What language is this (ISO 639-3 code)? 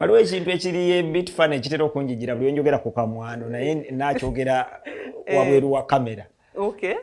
lug